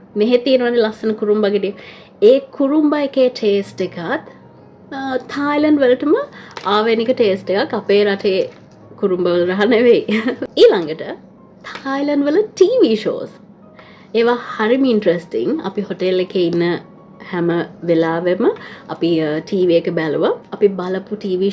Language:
Sinhala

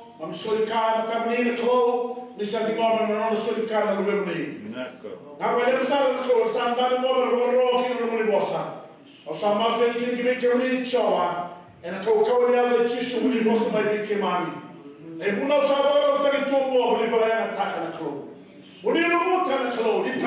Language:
Fijian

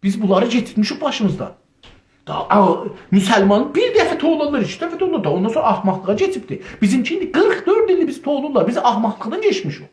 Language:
South Azerbaijani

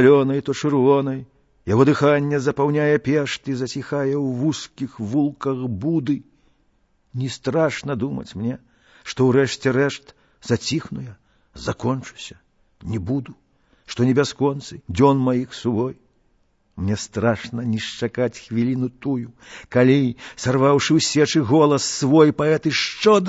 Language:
Belarusian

